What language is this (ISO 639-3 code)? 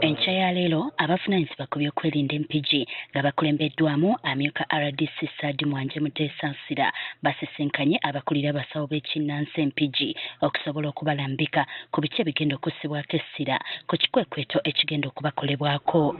lug